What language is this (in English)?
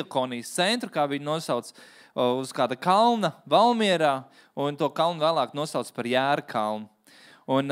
Latvian